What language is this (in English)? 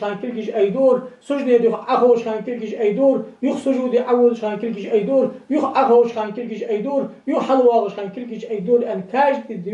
Ingush